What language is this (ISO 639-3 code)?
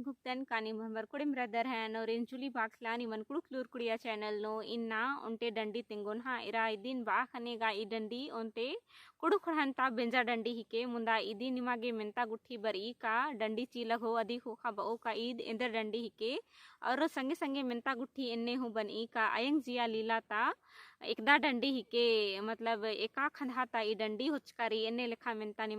kru